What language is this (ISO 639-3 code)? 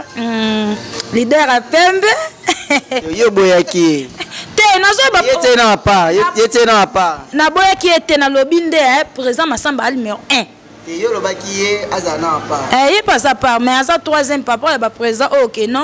lin